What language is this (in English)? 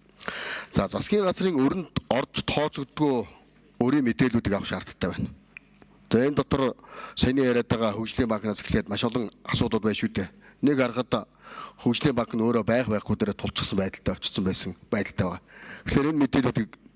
Mongolian